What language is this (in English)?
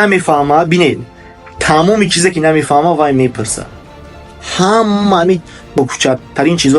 Tajik